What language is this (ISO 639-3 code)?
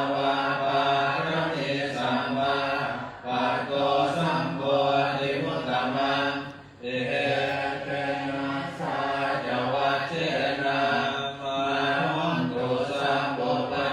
pli